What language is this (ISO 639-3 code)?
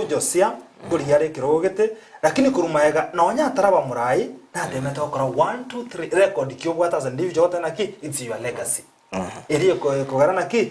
guz